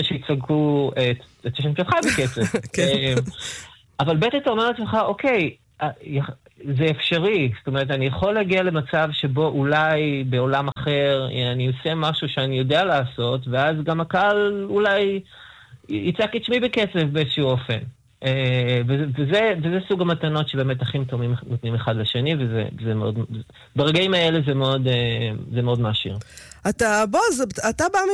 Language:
Hebrew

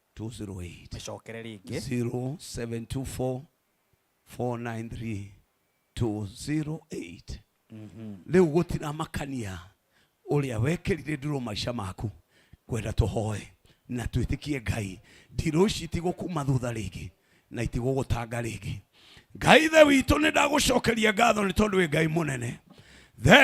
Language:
Kikuyu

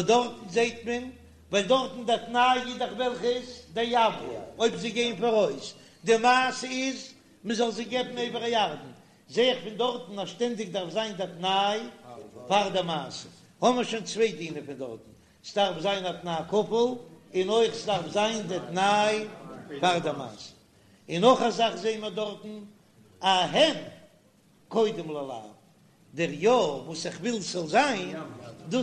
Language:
Yiddish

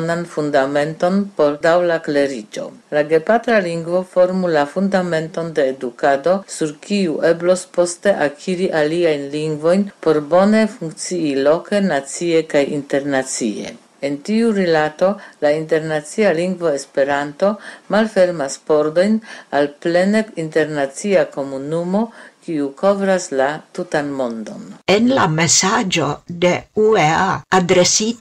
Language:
Esperanto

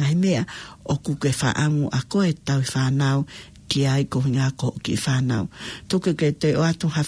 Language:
Tongan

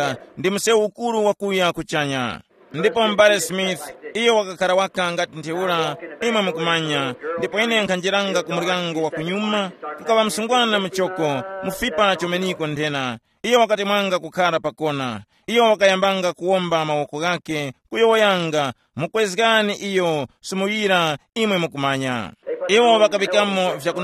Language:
Tumbuka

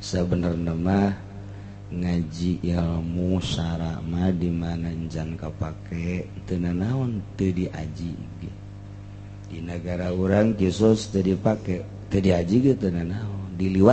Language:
Sundanese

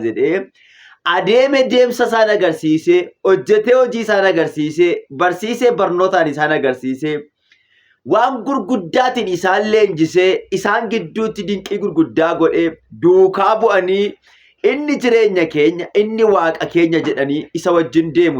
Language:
Oromo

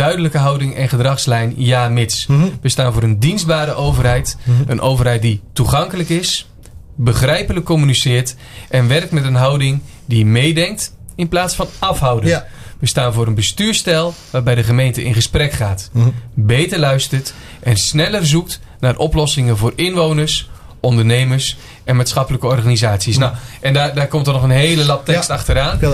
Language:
Dutch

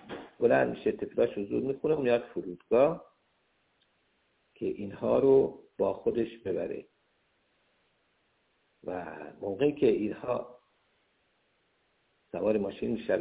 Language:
Persian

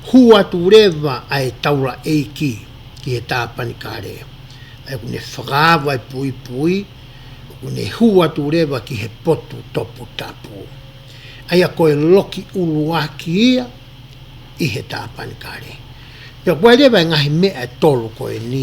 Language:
Tongan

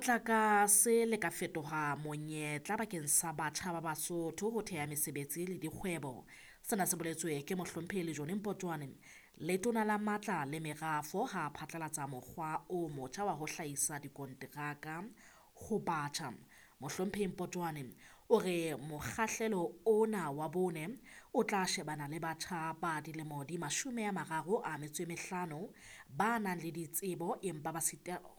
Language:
Southern Sotho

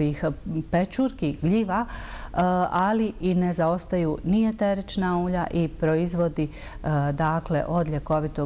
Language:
Bosnian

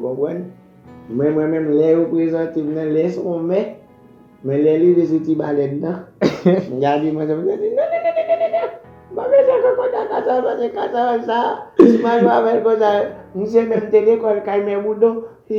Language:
Haitian Creole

